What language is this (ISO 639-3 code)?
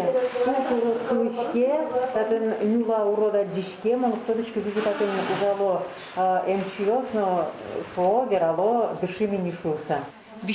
udm